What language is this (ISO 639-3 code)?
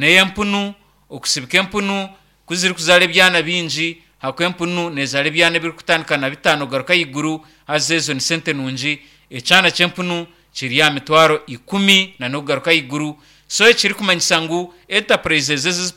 nyn